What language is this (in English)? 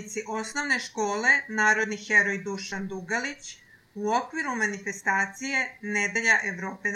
Serbian